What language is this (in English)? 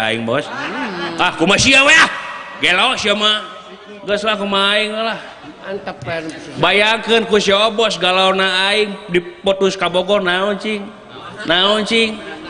Sundanese